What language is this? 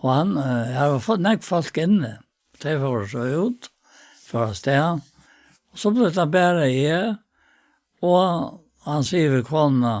Faroese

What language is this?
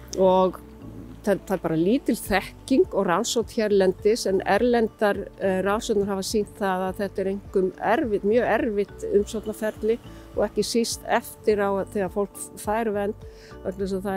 Icelandic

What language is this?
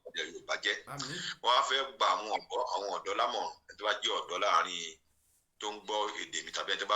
Yoruba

